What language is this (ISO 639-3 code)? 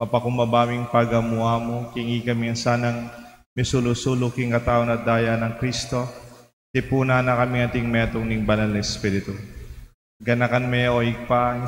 pam